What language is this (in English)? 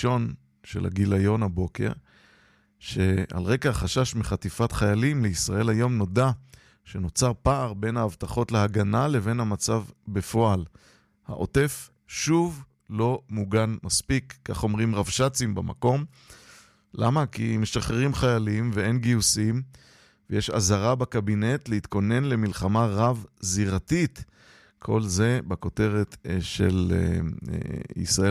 Hebrew